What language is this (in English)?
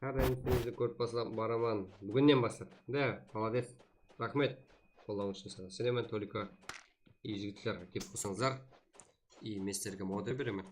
Kara-Kalpak